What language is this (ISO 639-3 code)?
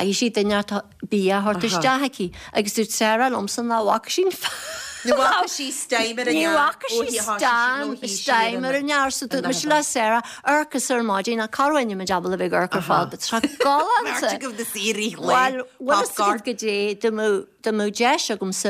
gle